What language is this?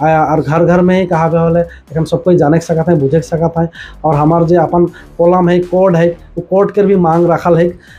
Sadri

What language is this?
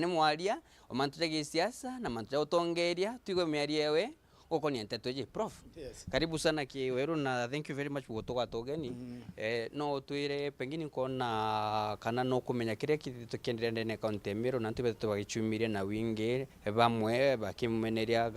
Meru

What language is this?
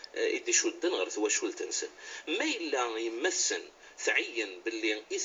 Kabyle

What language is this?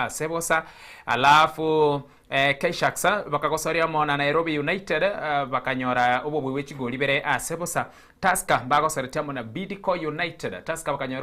Gusii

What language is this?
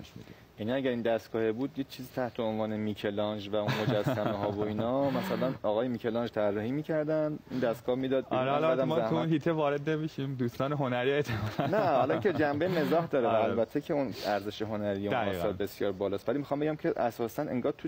Persian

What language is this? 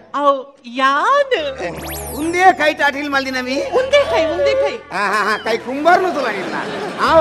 Tulu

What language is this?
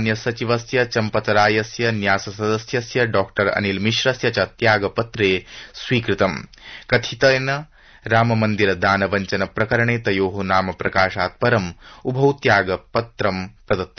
Sanskrit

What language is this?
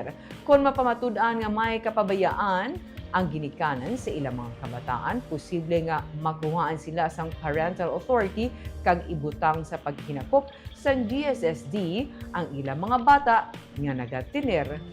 Hiligaynon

